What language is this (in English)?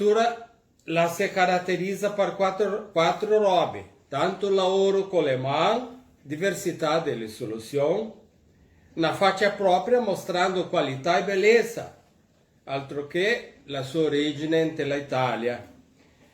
Venetian